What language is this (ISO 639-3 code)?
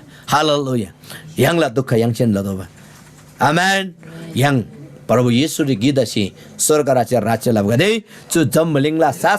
taj